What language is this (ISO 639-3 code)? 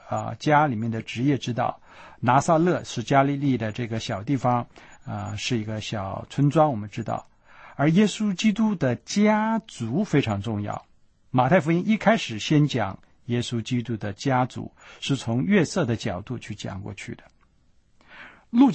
zho